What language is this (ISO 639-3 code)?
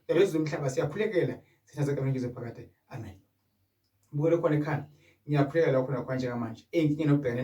zul